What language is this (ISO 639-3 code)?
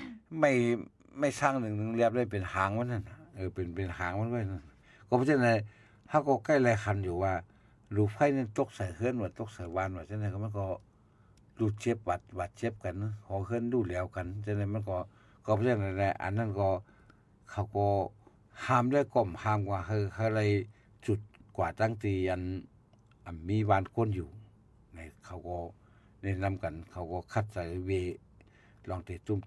shn